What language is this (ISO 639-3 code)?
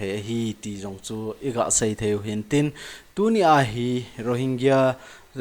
tcz